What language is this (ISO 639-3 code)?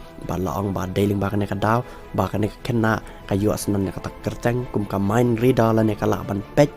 kha